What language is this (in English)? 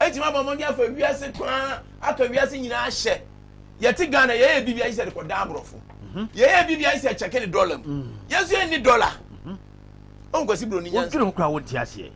Akan